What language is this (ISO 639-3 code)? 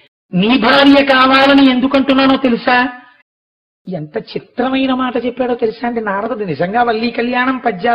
tel